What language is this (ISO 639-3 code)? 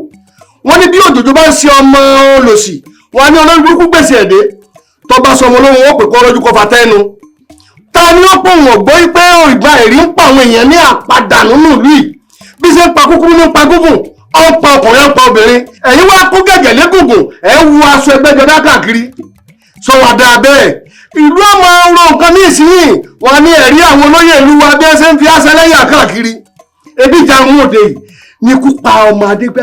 yor